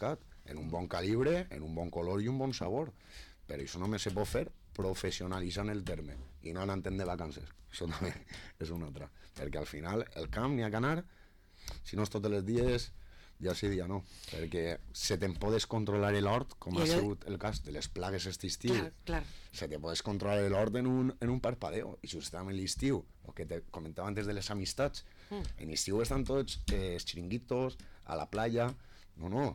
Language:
Catalan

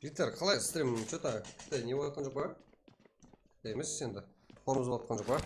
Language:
Kara-Kalpak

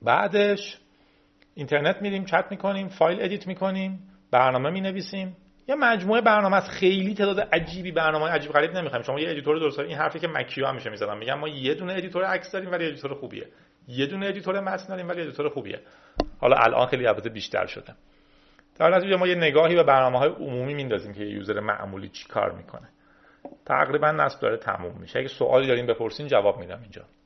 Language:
Persian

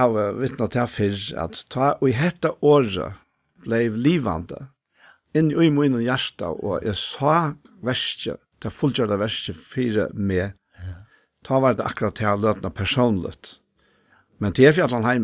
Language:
Faroese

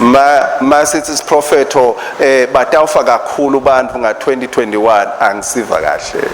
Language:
Swati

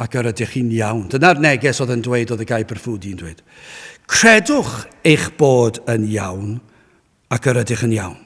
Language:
Welsh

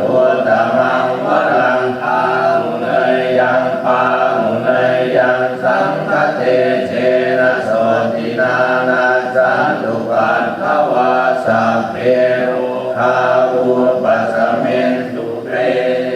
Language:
Pali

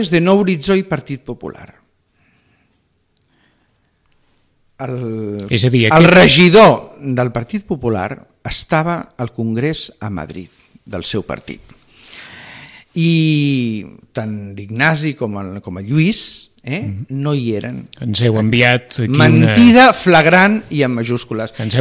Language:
Catalan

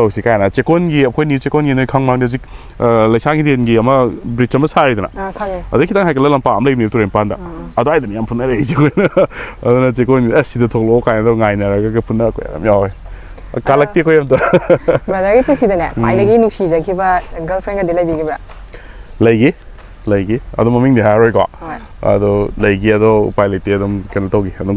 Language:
Manipuri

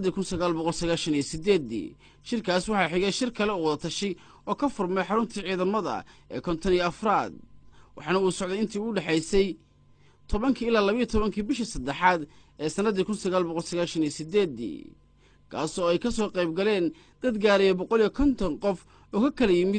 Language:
Somali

